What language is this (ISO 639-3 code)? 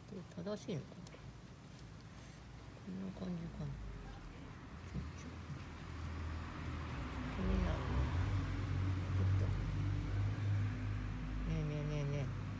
jpn